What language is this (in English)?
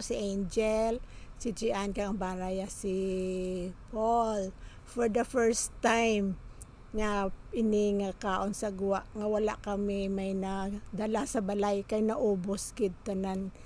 Hiligaynon